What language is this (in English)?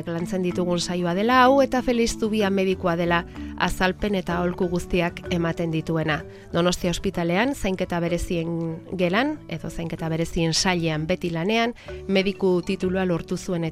Basque